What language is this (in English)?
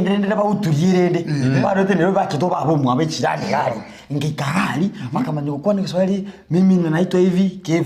Gusii